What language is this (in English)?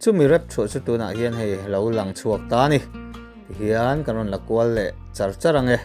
Mizo